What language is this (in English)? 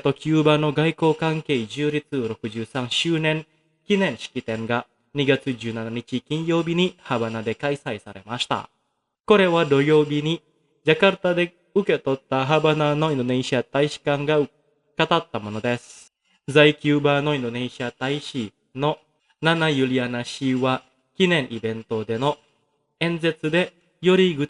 Japanese